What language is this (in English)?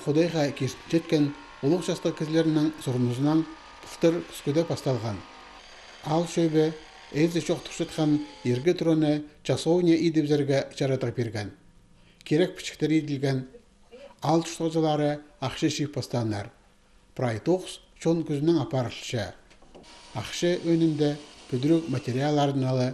Khakas